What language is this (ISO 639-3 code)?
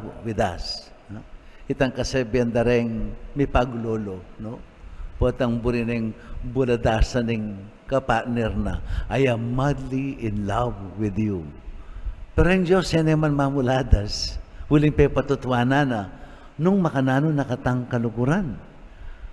pam